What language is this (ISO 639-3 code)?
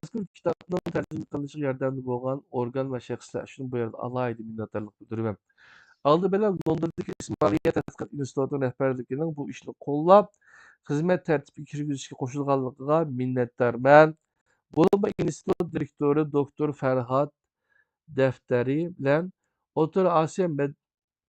uig